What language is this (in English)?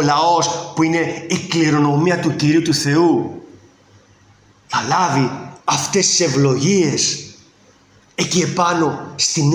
Greek